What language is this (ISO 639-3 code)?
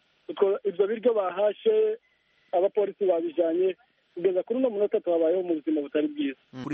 kin